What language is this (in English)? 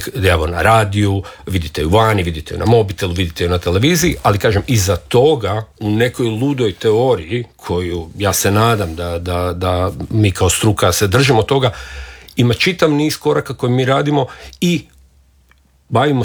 Croatian